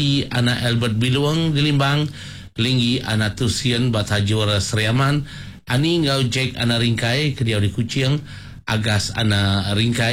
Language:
Iban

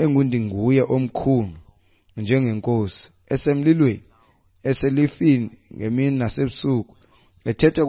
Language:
Xhosa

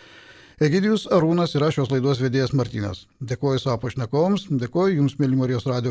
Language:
Lithuanian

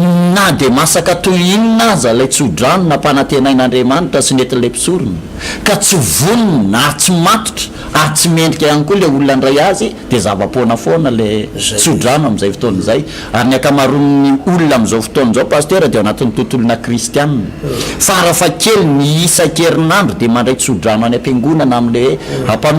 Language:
Malagasy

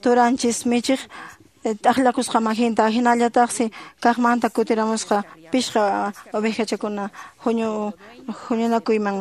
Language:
Quechua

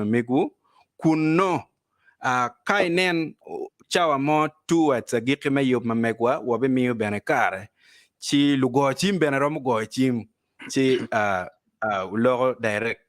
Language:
Acoli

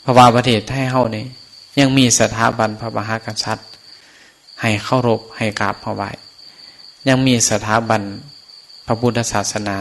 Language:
Northeastern Thai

